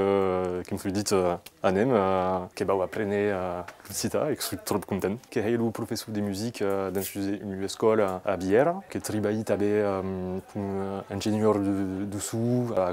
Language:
Occitan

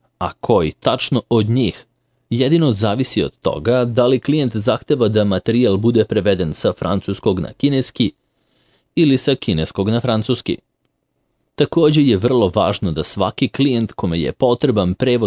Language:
Serbian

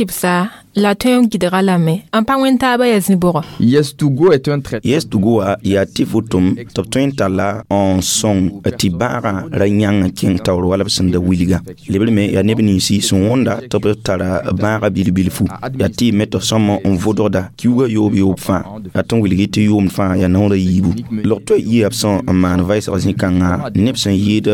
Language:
Mossi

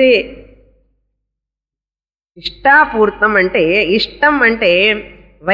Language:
Telugu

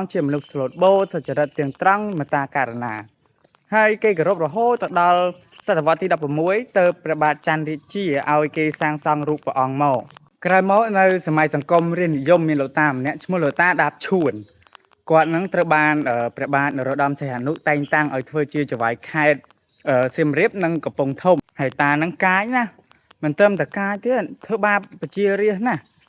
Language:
Khmer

